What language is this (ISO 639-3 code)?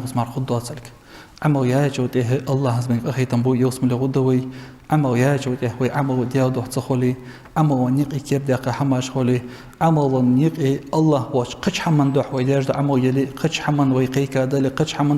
inh